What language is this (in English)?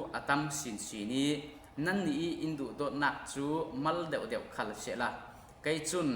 Falam Chin